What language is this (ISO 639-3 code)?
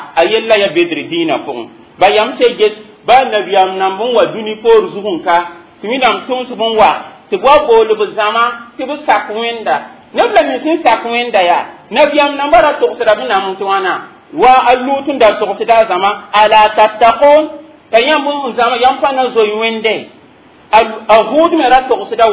mos